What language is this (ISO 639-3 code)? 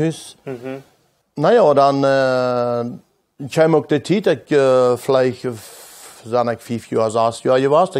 pdt